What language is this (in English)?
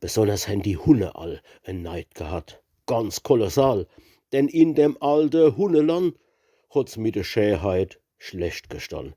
Palatine German